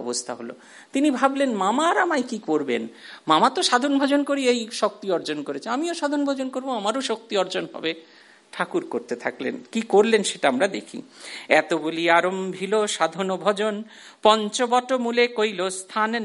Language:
Bangla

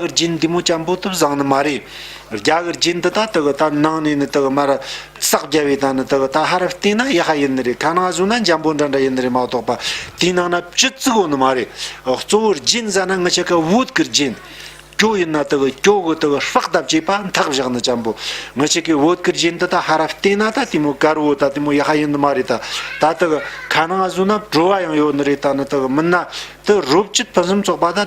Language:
Tibetan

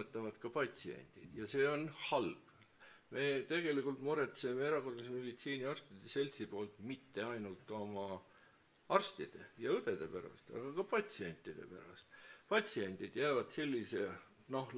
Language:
Estonian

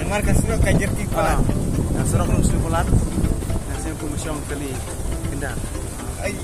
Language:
Khasi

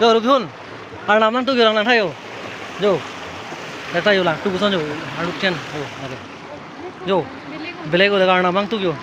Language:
Karbi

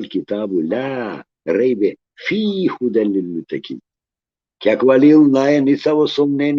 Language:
Balkan Romani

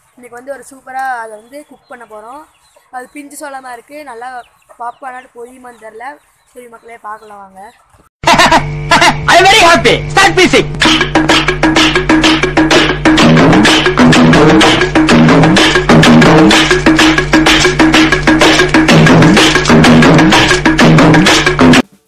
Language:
Tamil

